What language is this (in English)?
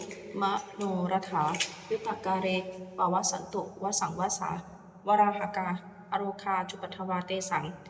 Pali